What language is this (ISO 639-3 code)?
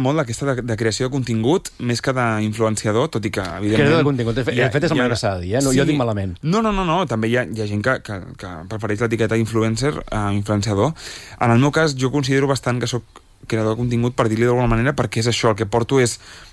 cat